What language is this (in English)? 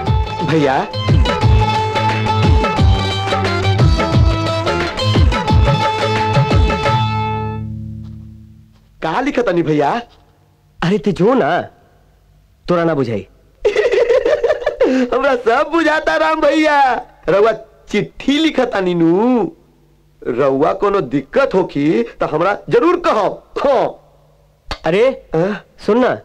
Bhojpuri